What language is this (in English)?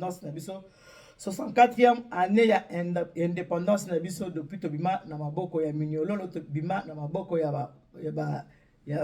Lingala